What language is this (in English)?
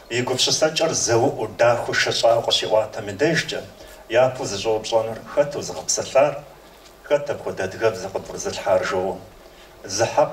Kabardian